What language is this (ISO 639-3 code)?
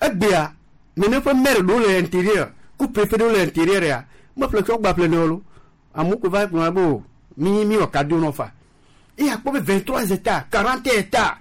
gej